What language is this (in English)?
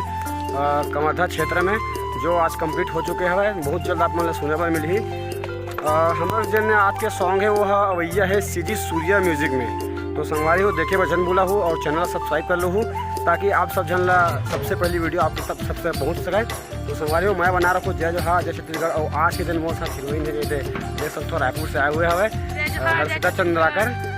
Chhattisgarhi